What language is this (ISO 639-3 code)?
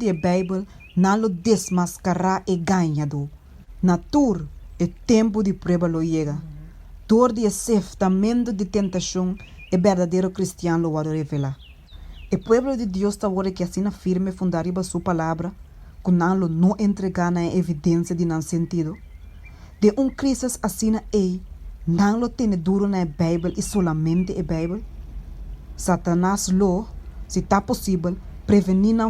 pap